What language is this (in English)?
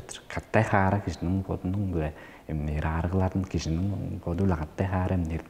Tuvinian